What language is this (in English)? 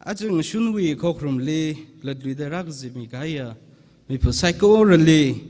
Tangkhul Naga (India)